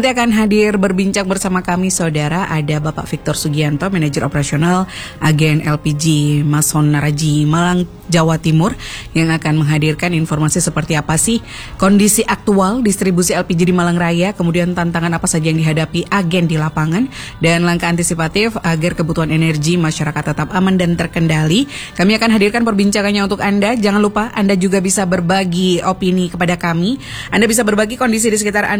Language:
Indonesian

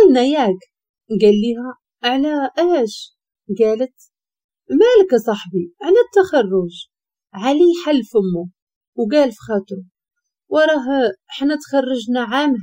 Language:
Moroccan Arabic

